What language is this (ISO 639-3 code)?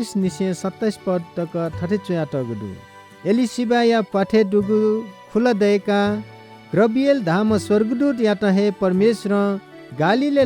new